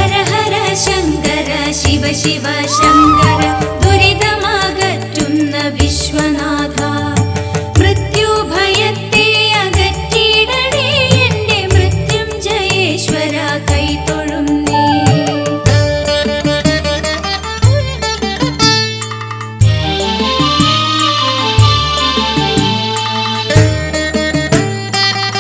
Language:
Malayalam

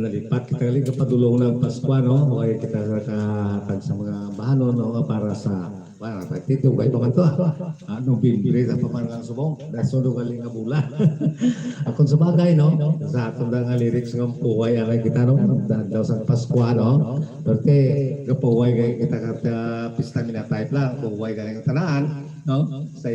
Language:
Hiligaynon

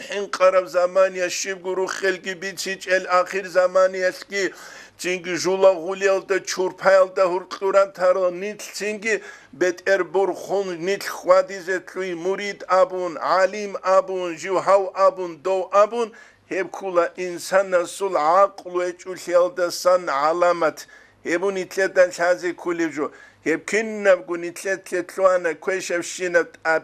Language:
Avaric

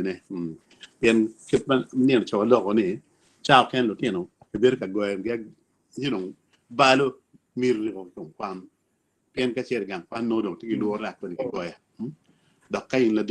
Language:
Acoli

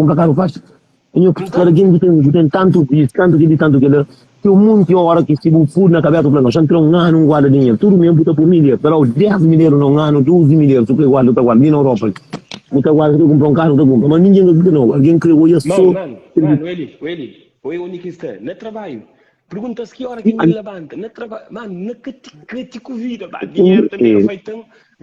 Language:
Kabuverdianu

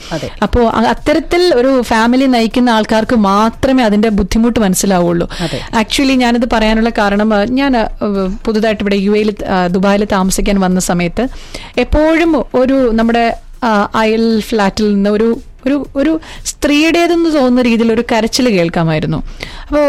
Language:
Malayalam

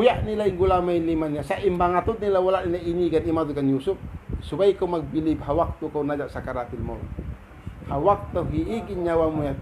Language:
Tausug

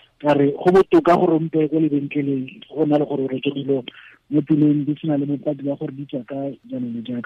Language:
Tswana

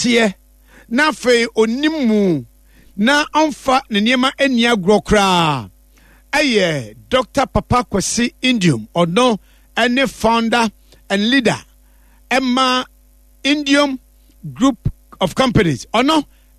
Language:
Akan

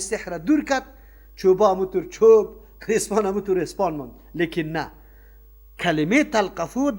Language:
Persian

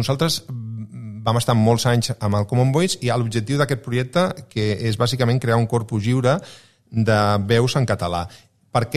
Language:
Catalan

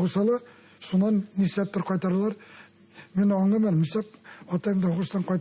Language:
Bashkir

